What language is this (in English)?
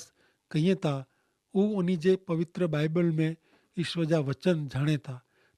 Kachhi